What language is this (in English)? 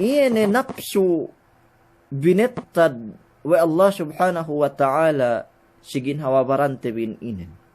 Yakan